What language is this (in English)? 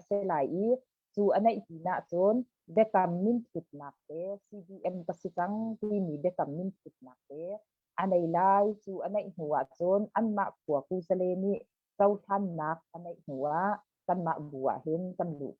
Hakha Chin